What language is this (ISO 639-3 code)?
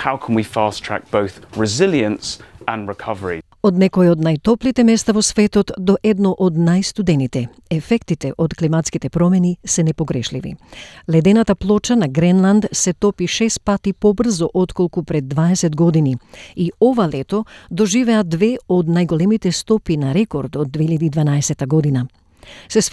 mkd